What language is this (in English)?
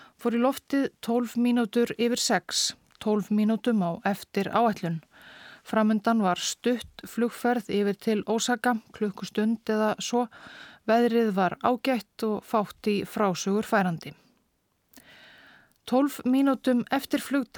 Icelandic